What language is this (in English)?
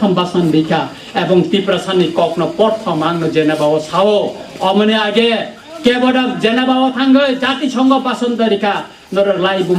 Kok Borok